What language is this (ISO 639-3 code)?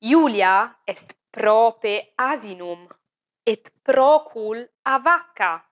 lat